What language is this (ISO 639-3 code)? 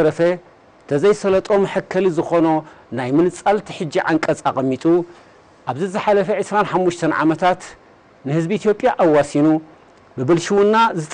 tir